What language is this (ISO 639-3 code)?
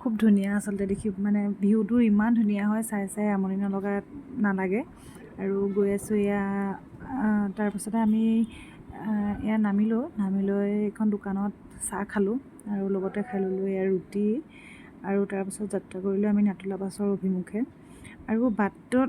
asm